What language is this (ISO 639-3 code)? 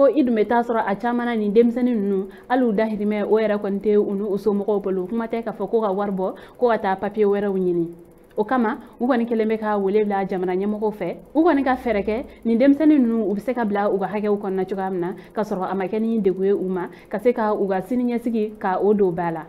bam